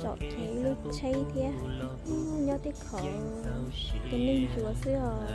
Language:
Hmong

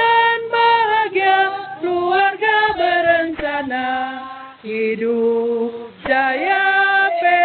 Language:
Manado Malay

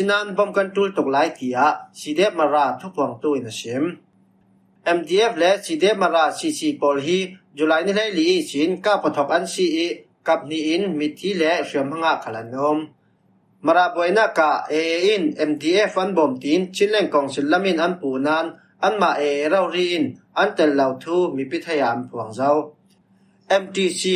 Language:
Falam Chin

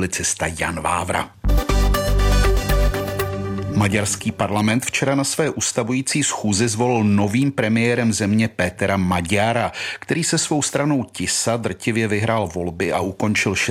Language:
Czech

